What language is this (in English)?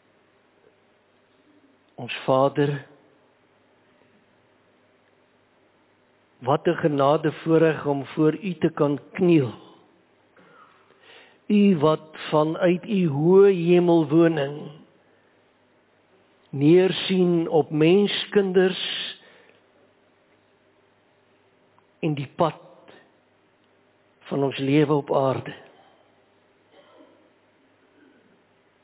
Afrikaans